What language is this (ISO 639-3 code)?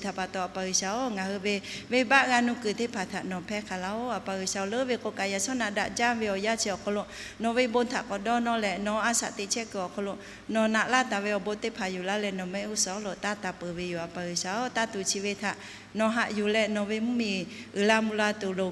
lhu